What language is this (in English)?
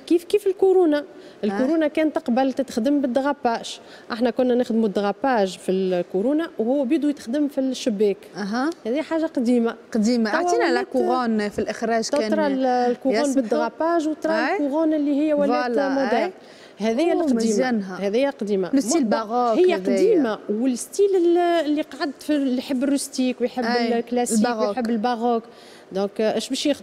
Tunisian Arabic